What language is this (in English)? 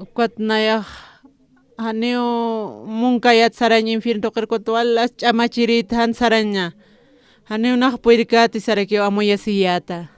Aymara